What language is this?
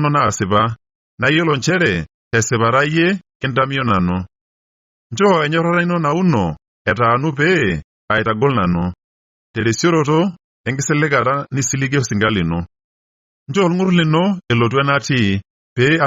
Masai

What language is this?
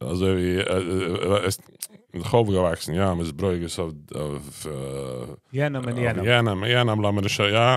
Yiddish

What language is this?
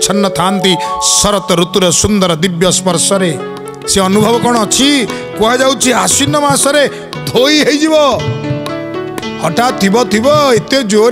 Odia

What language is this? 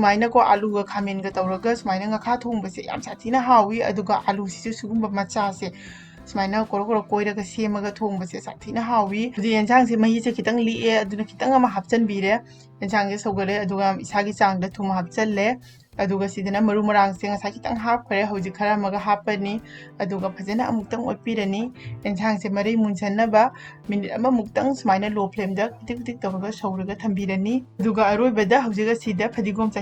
Manipuri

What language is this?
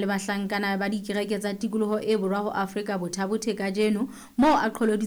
Southern Sotho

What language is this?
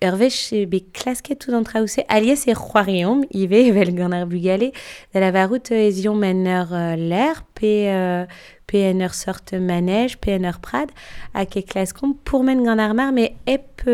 Breton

